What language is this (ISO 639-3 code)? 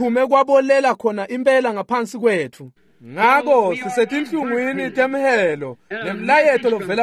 ssw